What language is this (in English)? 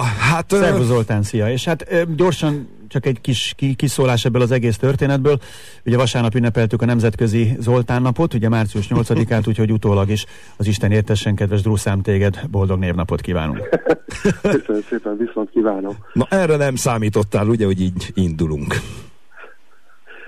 Hungarian